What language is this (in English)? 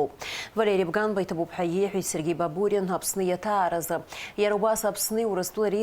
Abkhazian